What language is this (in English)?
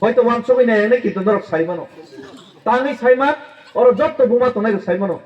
Kok Borok